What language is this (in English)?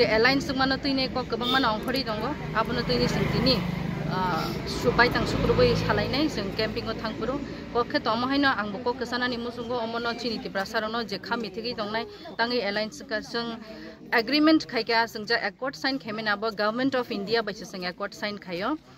Kok Borok